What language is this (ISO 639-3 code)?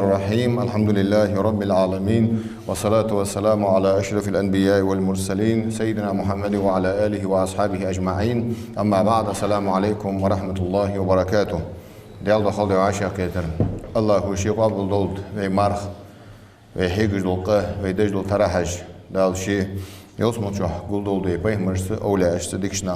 inh